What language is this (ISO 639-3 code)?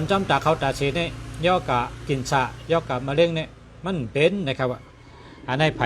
shn